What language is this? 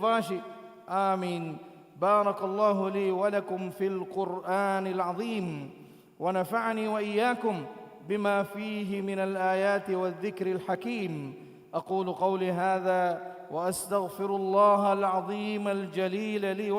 Divehi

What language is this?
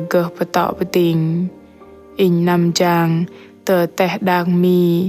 Bahnar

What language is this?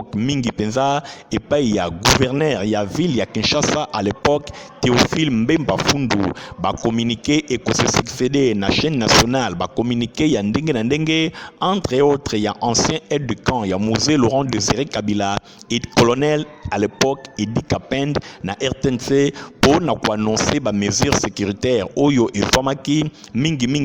Lingala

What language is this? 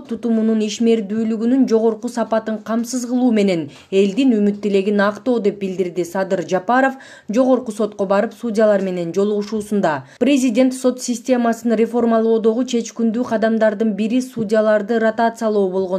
Kyrgyz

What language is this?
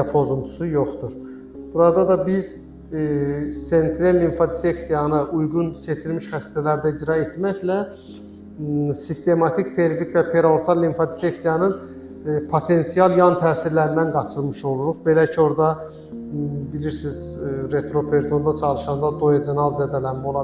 Azerbaijani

